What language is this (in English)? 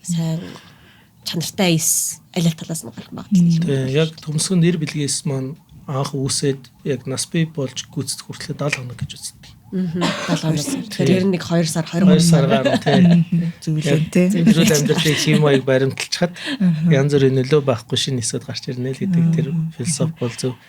Mongolian